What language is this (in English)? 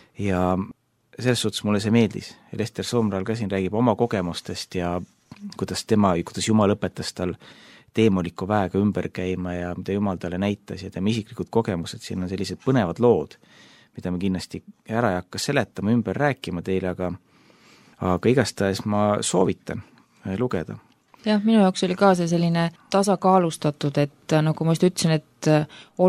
Estonian